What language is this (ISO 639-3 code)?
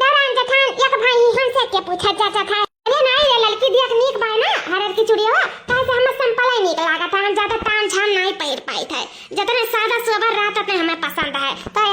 awa